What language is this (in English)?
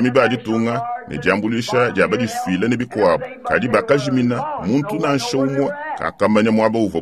Luba-Lulua